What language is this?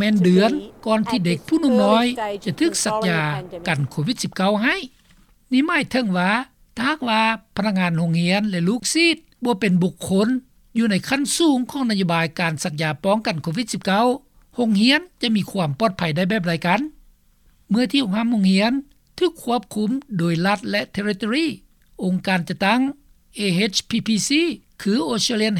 Lao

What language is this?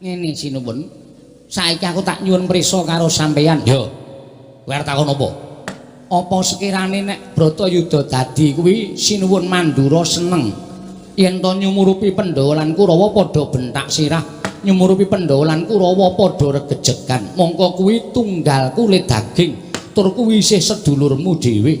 Javanese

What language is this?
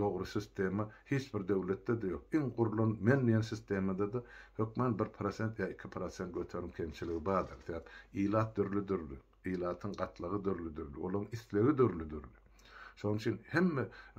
Turkmen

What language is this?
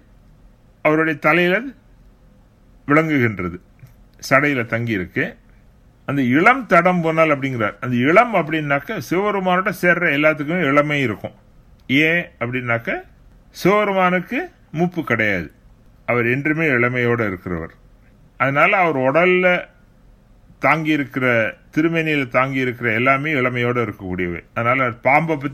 Tamil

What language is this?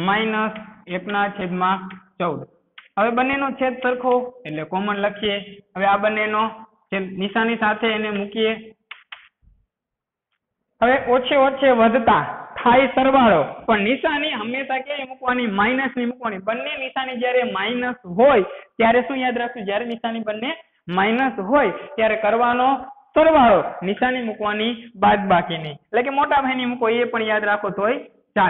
Gujarati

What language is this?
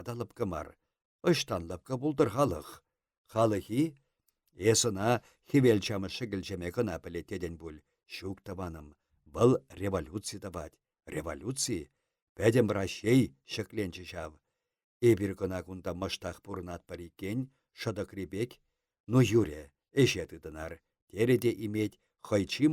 Chuvash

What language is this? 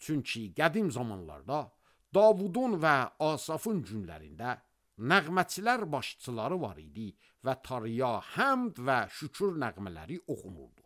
Azerbaijani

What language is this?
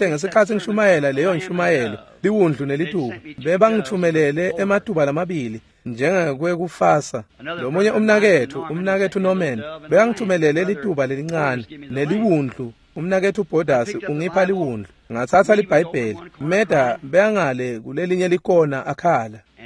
Swati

